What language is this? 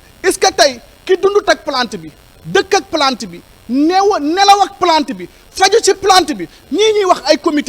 Wolof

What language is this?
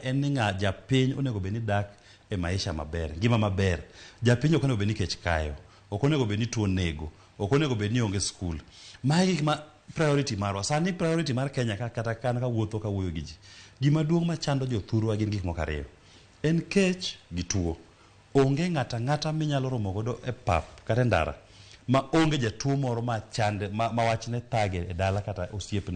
Luo (Kenya and Tanzania)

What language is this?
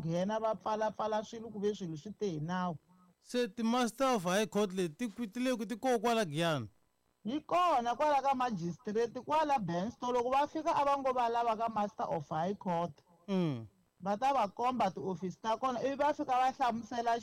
Tsonga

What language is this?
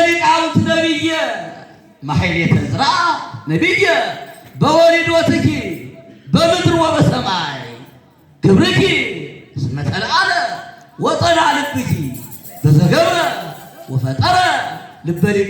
Geez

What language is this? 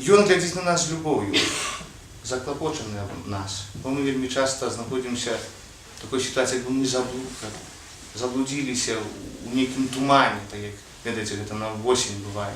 Belarusian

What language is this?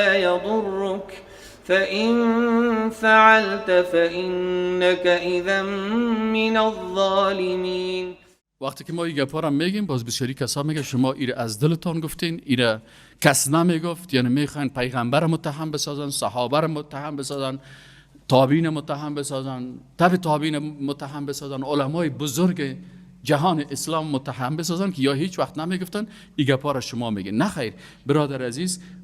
Persian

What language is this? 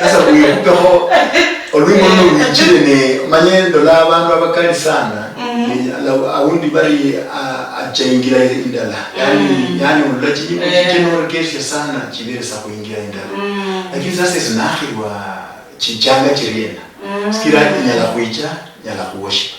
Luyia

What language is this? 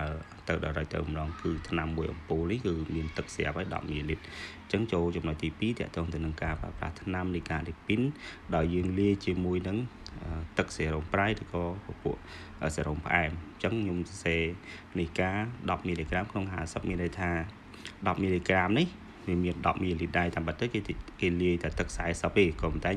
Khmer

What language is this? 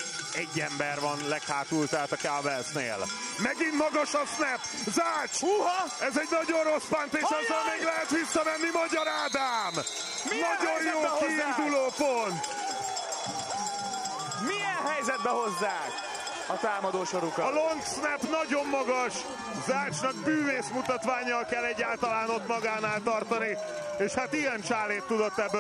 Hungarian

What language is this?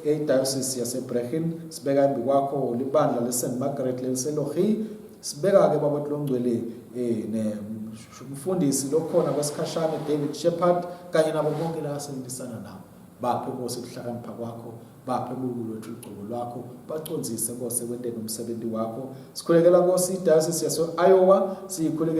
Swati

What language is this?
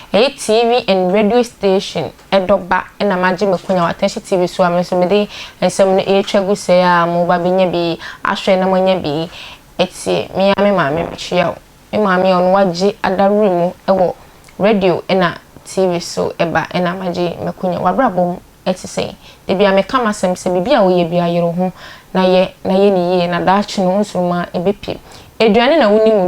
Akan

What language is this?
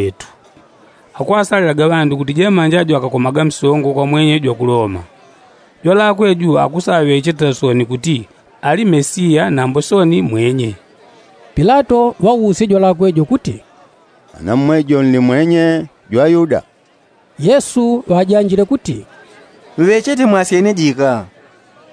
Yao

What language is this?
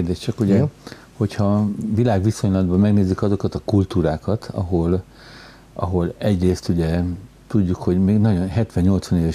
Hungarian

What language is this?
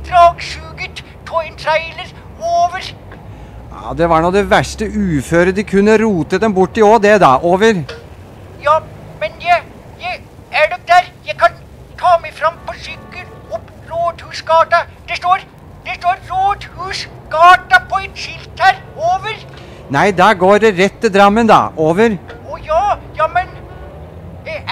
Norwegian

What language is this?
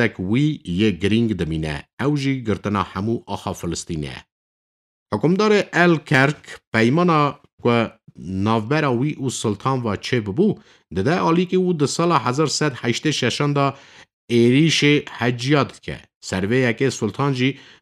Kurdish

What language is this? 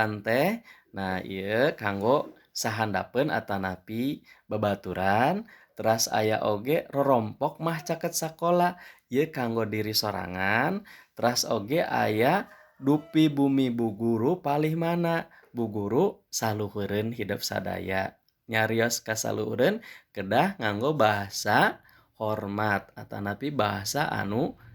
Sundanese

